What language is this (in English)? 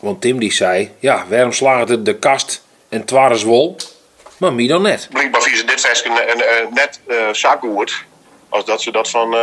Western Frisian